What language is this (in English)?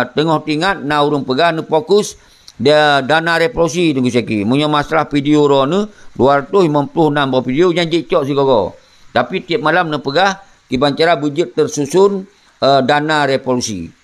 Achinese